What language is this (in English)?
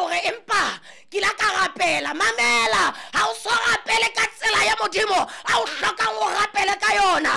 Southern Sotho